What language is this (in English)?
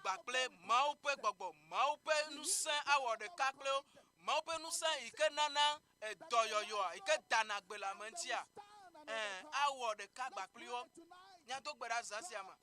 Ewe